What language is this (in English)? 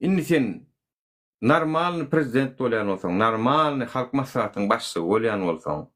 Turkmen